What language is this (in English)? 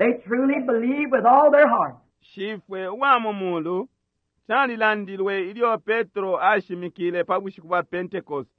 Bemba